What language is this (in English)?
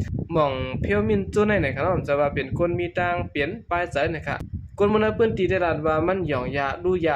Shan